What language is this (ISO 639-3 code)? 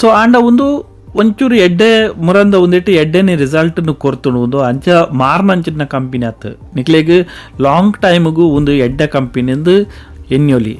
tcy